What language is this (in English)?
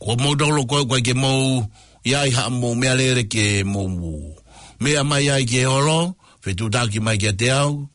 Tongan